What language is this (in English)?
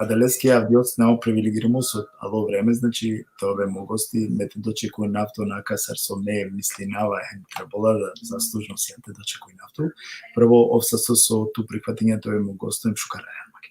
Balkan Romani